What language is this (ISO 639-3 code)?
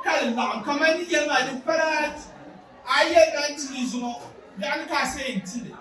dag